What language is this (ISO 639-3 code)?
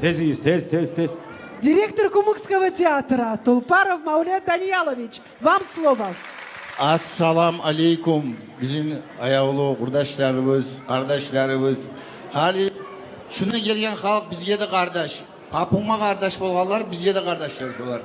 kum